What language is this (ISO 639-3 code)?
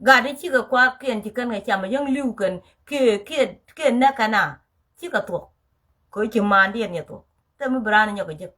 nus